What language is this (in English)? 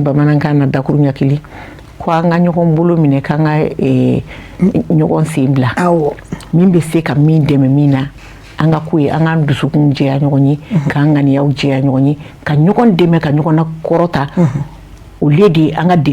Bambara